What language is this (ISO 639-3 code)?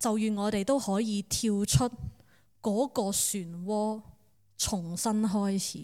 yue